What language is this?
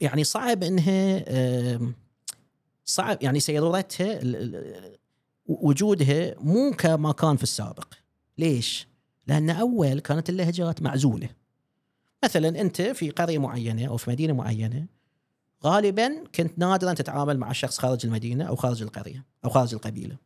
Gulf Arabic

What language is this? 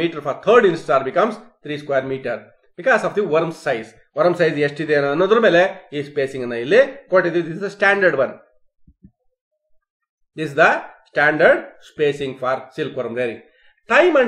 Kannada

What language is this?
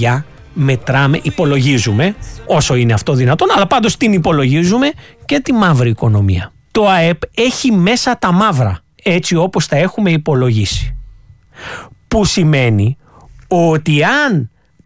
Greek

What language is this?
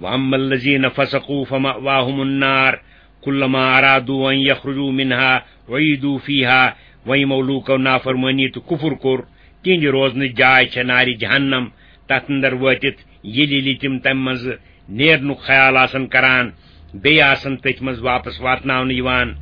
Kashmiri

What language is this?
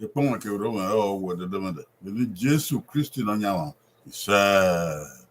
Bini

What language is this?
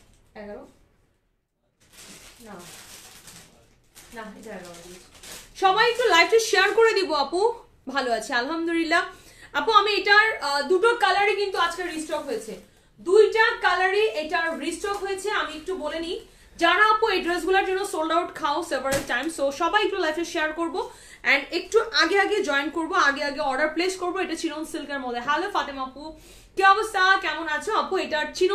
Bangla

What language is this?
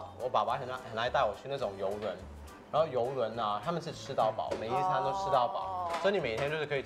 Chinese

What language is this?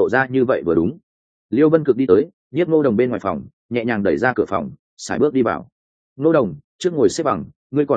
Vietnamese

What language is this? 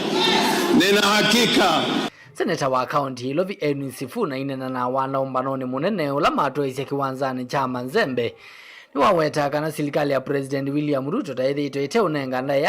Kamba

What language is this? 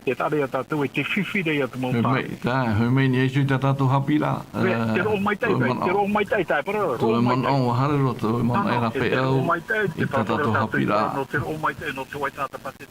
Tahitian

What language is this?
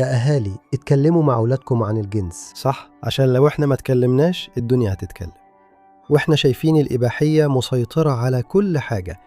Egyptian Arabic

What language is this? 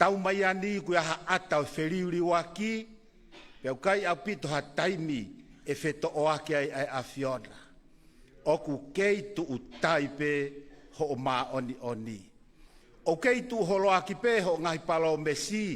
Tongan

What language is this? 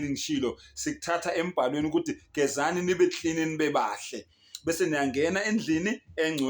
Zulu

